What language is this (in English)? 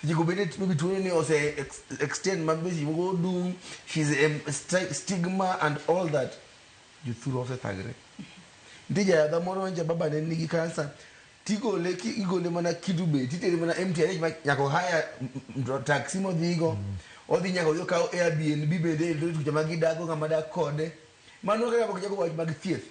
Luo (Kenya and Tanzania)